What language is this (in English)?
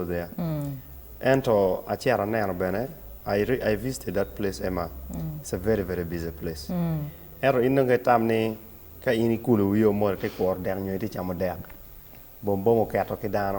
Acoli